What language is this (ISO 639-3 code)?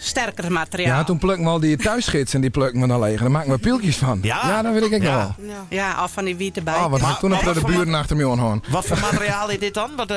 fry